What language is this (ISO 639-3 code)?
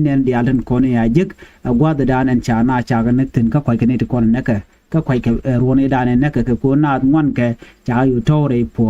nus